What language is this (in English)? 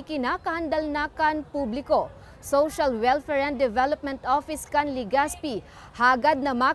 Bikol